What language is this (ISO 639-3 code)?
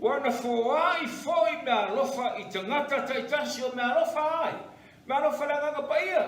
smo